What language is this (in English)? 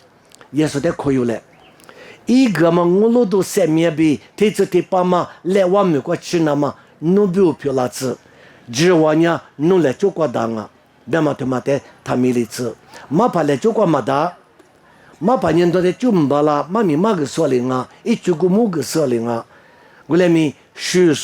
Lisu